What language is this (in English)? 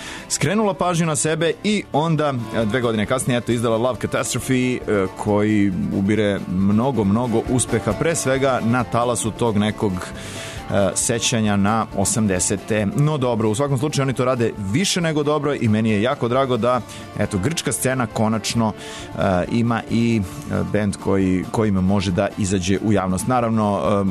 Serbian